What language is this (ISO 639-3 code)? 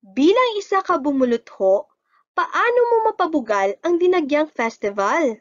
hil